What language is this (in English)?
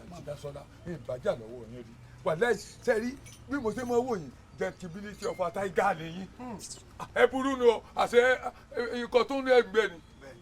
Yoruba